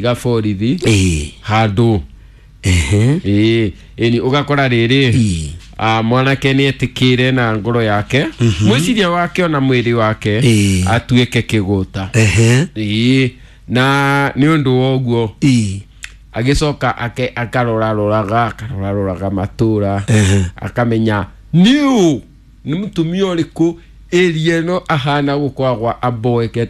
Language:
Kikuyu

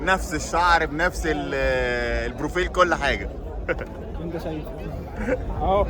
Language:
Egyptian Arabic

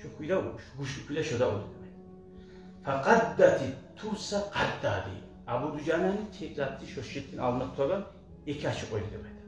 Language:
Kumyk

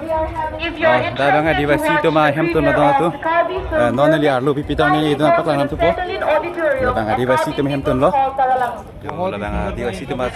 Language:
Karbi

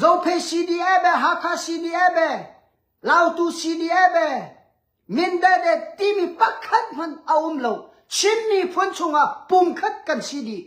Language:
Hakha Chin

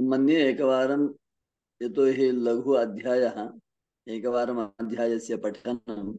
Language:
Sanskrit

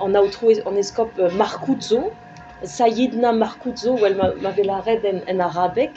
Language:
Breton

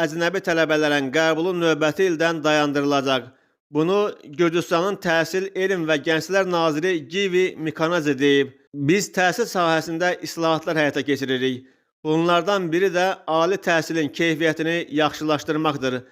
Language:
Azerbaijani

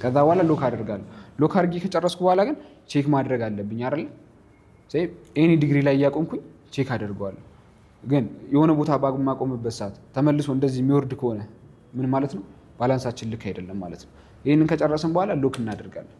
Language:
Amharic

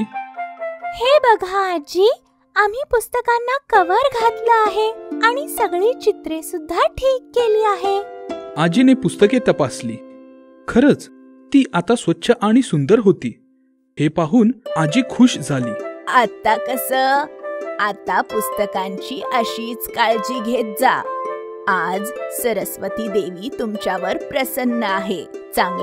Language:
Marathi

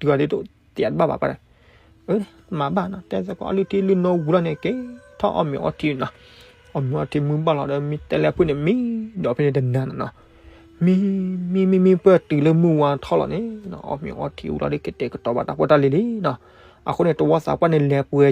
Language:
S'gaw Karen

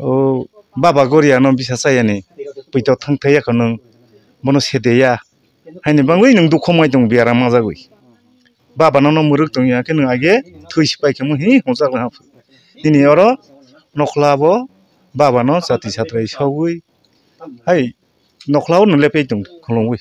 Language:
Kok Borok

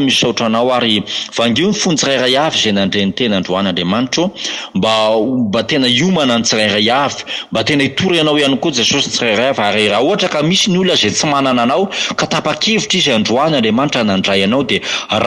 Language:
Malagasy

